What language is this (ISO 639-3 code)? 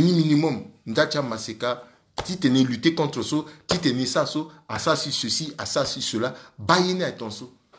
sag